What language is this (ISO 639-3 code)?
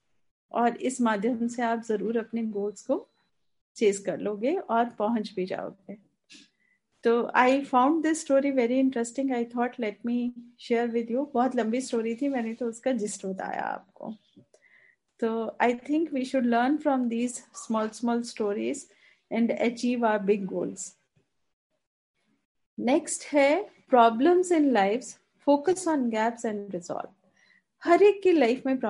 hin